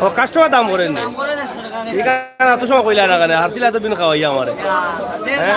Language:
Sylheti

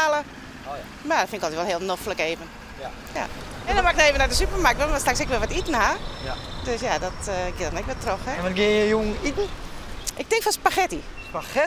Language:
Western Frisian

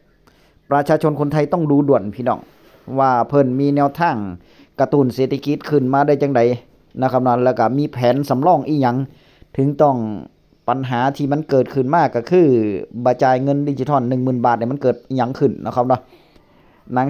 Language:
Northeastern Thai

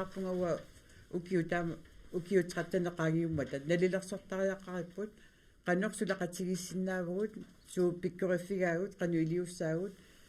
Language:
Kalaallisut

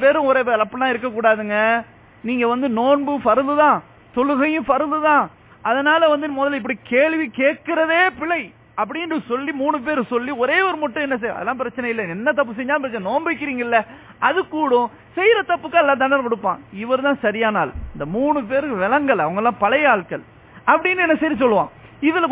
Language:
Tamil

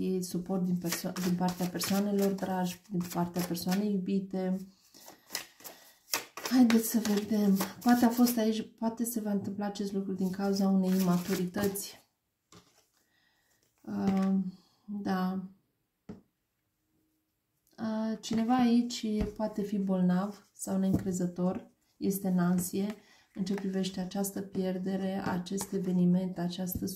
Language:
Romanian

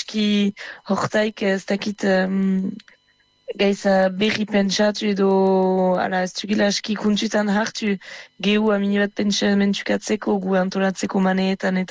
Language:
Basque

